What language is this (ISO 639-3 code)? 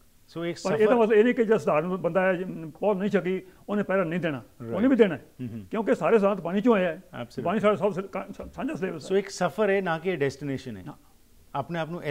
pan